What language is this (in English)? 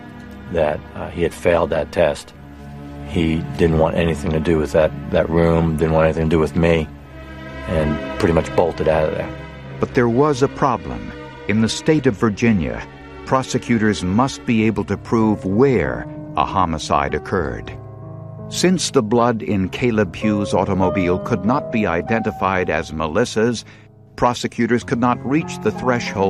English